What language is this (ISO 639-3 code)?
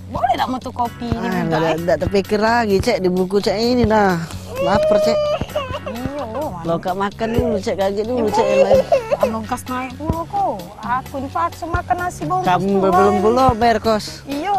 mui